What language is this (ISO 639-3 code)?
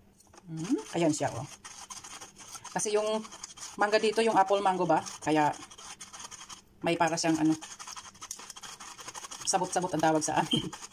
fil